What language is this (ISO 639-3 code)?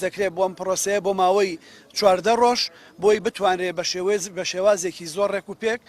ckb